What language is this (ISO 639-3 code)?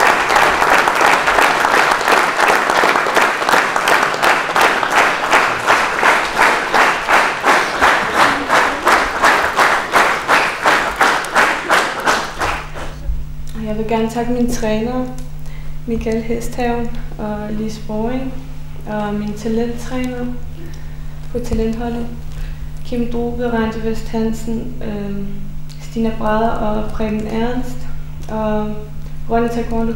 dan